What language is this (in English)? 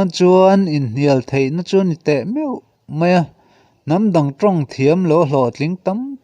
Mizo